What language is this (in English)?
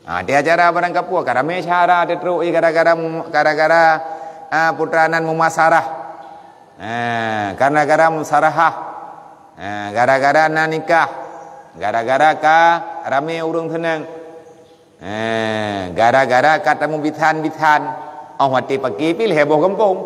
Achinese